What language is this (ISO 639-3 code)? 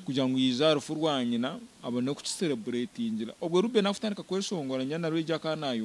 nyn